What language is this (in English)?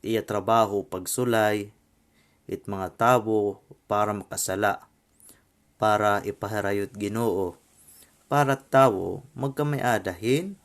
Waray